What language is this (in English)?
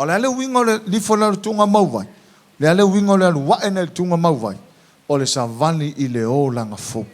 Samoan